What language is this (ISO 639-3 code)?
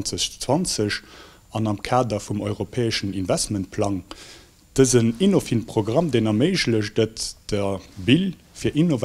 ltz